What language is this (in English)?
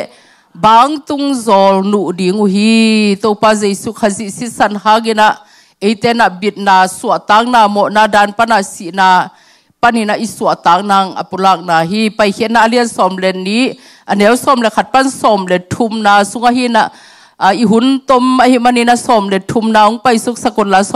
Tedim Chin